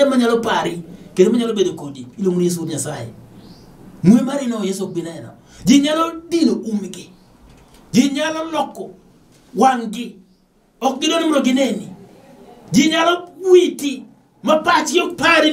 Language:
Luo (Kenya and Tanzania)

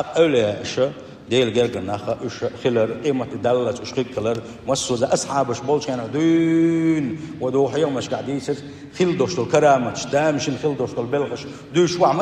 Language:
Chechen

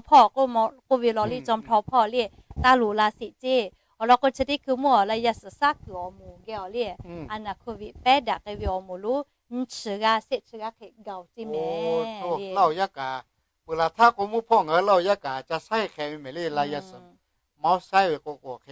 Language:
Lahu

